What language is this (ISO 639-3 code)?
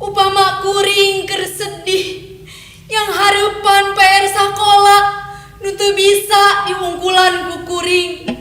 sun